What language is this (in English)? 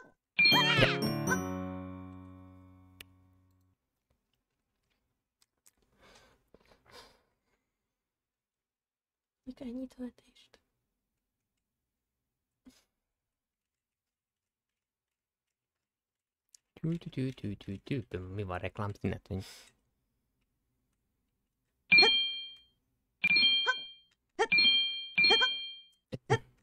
Hungarian